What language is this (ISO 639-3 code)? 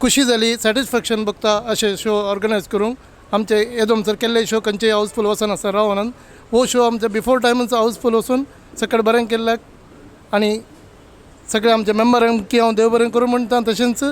kok